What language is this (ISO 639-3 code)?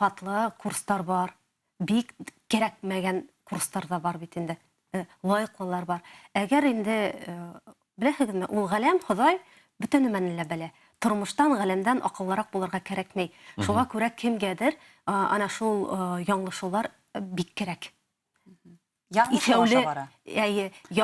bak